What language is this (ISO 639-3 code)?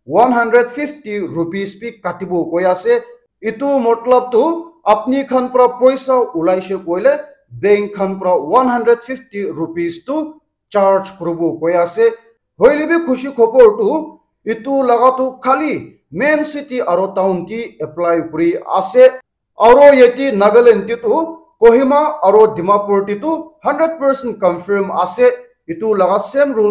nag